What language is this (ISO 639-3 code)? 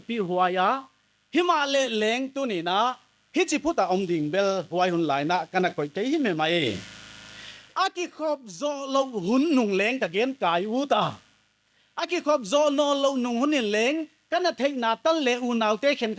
pck